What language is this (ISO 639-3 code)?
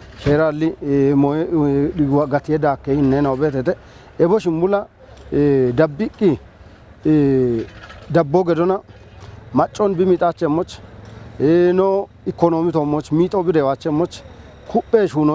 kbr